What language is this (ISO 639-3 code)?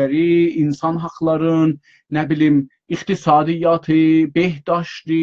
azb